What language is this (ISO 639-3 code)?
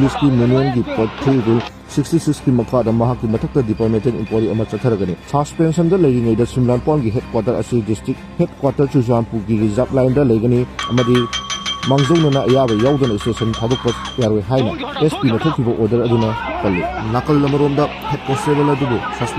mni